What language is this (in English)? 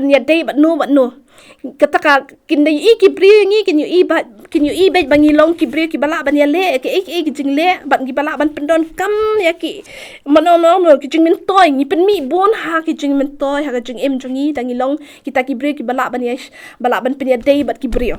Khasi